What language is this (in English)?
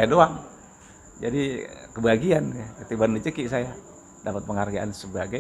Betawi